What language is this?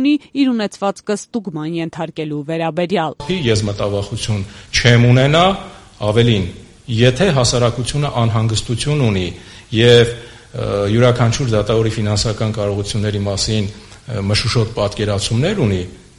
Armenian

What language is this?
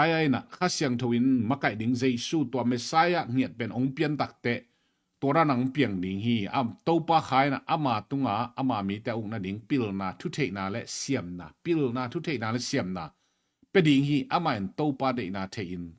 Tedim Chin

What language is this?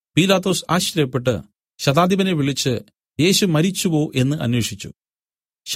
Malayalam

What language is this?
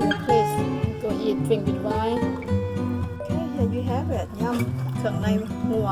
Lao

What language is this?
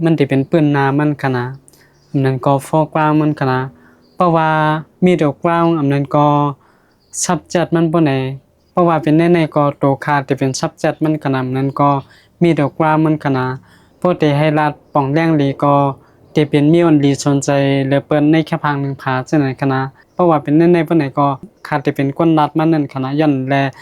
Shan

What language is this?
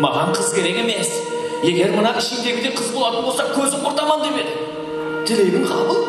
Kara-Kalpak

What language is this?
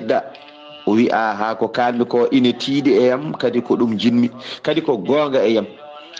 Fula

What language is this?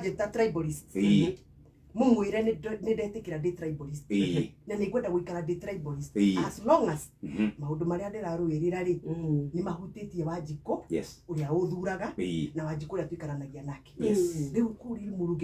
Kikuyu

